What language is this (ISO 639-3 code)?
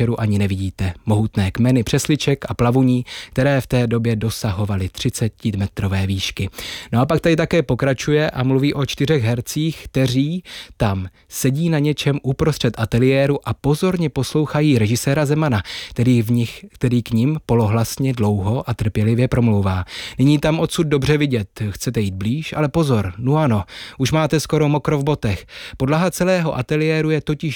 ces